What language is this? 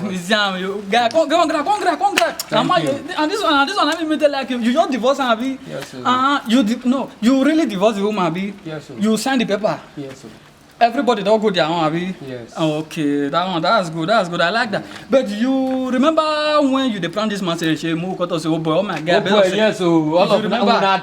Nigerian Pidgin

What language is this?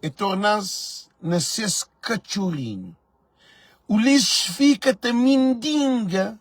Kabuverdianu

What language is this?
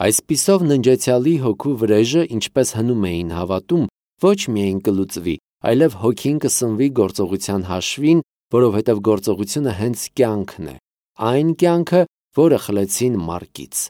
Armenian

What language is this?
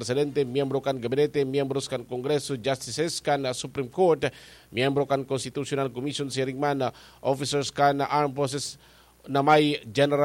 Bikol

